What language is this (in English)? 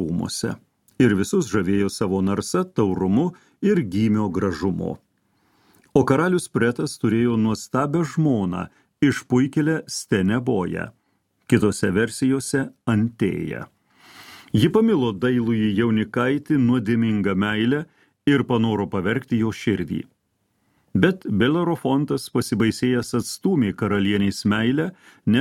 Lithuanian